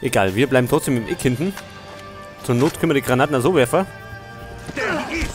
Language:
Bavarian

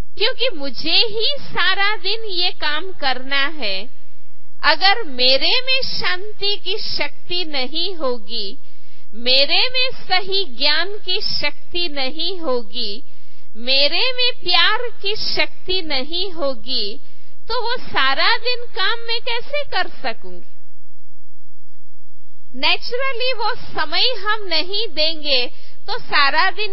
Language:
Hindi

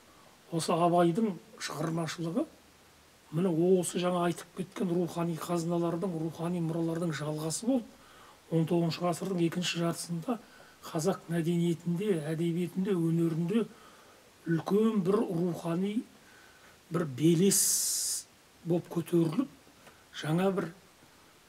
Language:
Kazakh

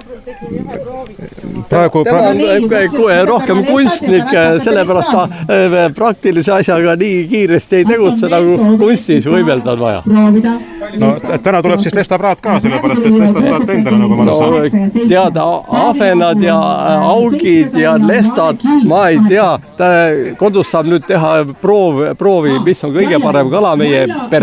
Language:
Estonian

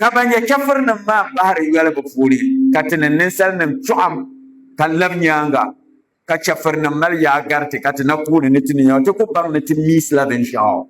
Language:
Dagbani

